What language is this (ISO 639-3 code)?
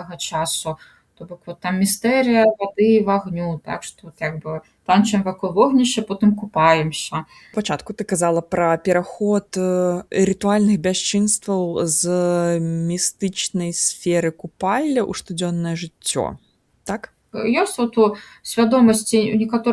bel